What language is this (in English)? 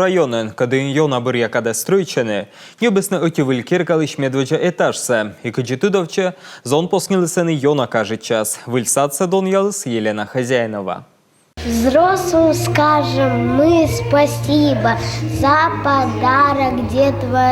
Komi